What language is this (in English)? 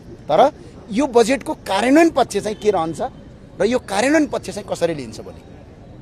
Nepali